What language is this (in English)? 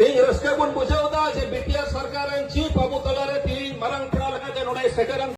Santali